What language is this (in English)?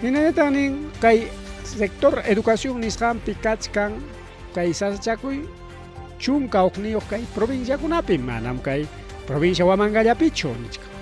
Ayacucho Quechua